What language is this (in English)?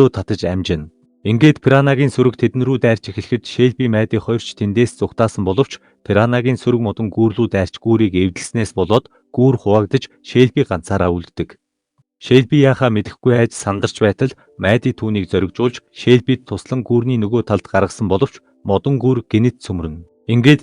Mongolian